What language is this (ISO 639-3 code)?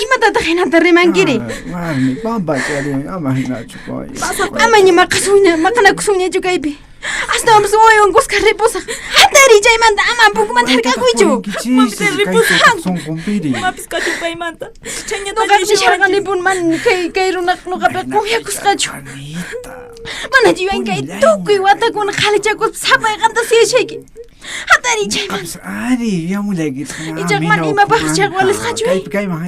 que